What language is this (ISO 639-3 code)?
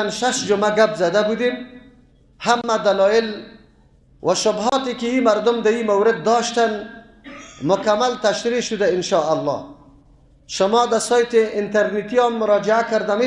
fas